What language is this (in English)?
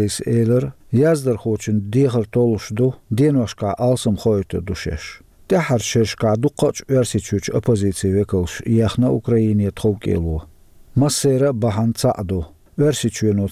Chechen